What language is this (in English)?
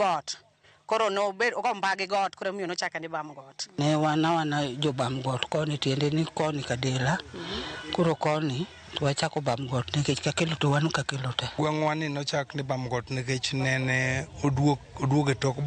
Luo (Kenya and Tanzania)